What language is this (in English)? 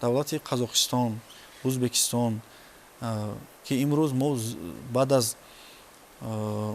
Tajik